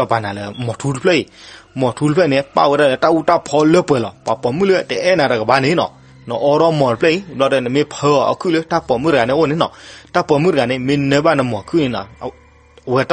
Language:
S'gaw Karen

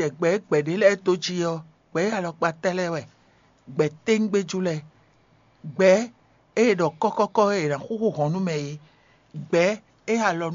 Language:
Fon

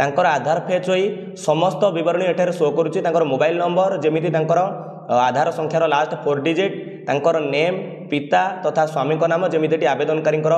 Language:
Odia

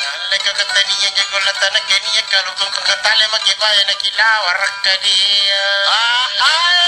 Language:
Makasar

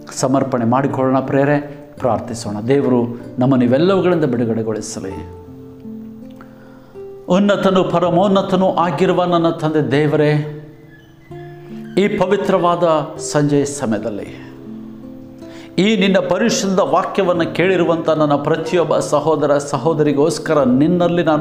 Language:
Kannada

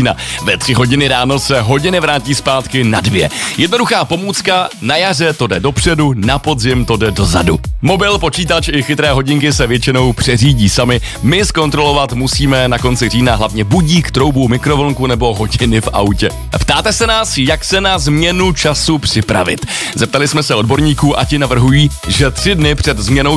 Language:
Czech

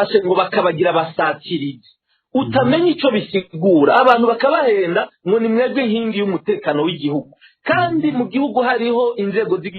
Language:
Rundi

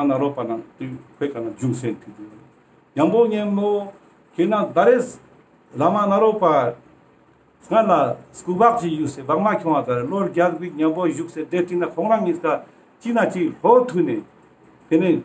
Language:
Ladakhi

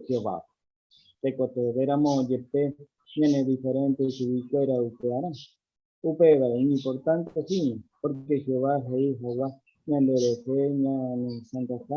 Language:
Guarani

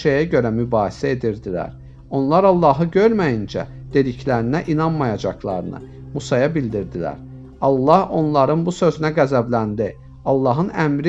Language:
Azerbaijani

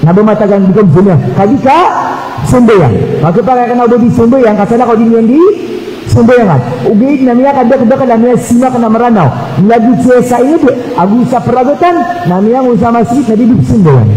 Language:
Maranao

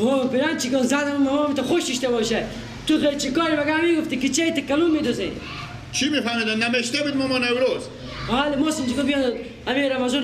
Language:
Persian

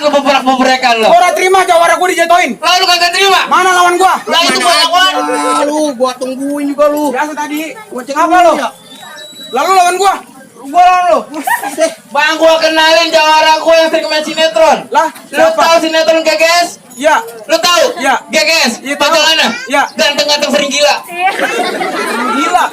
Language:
Betawi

